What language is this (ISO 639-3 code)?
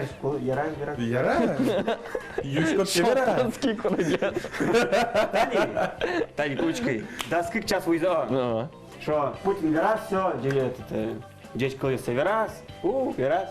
udm